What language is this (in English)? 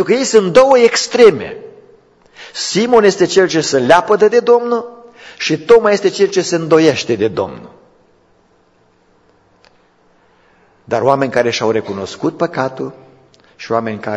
Romanian